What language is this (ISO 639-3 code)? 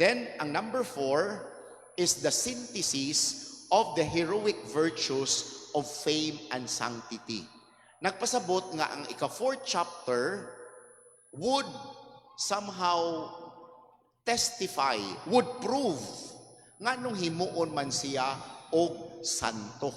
ceb